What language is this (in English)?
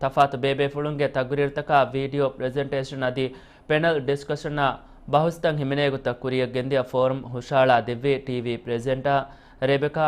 Divehi